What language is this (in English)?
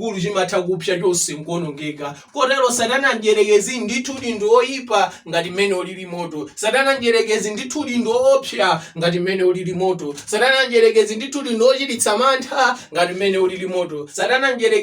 Nyanja